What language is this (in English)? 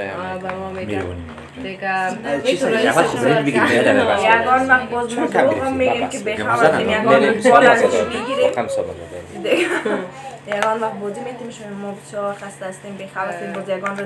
Persian